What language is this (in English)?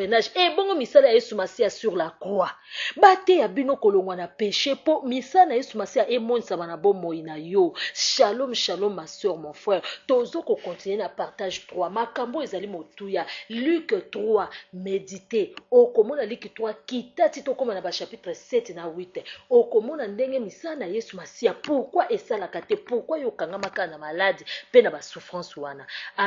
Lingala